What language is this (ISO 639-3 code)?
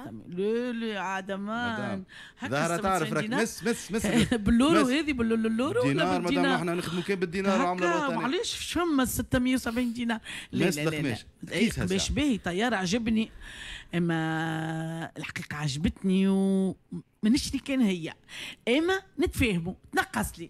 aeb